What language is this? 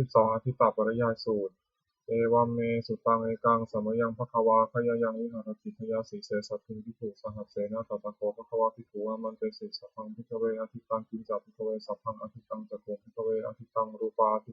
Pali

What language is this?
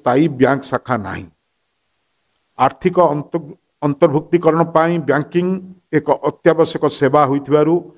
Odia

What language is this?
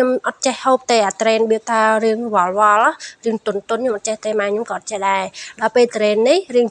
Khmer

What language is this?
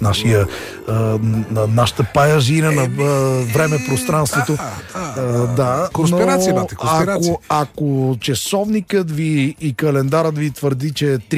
Bulgarian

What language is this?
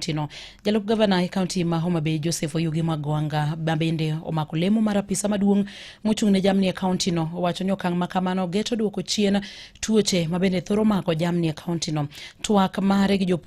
Luo (Kenya and Tanzania)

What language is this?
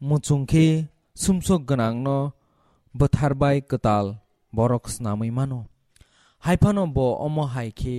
Kok Borok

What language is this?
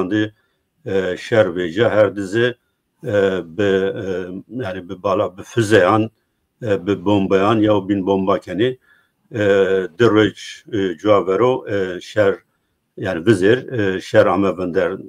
Zaza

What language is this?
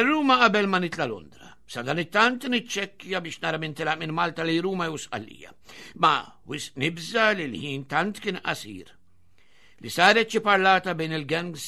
Maltese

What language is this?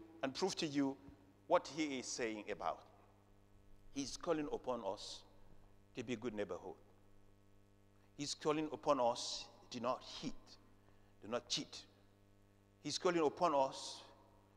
Arabic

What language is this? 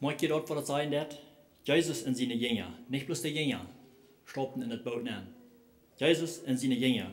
Plautdietsch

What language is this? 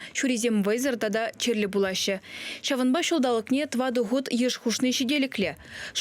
Chuvash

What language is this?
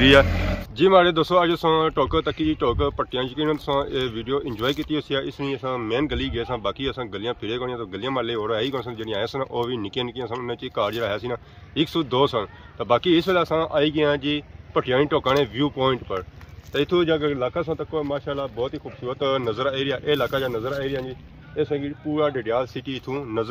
Pahari-Potwari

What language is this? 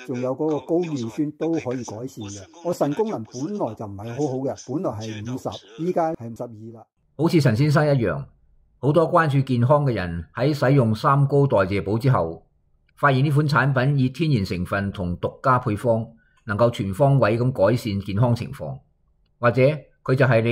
Cantonese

